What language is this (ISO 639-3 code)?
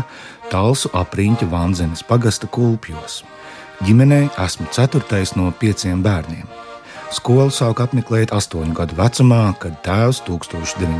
lav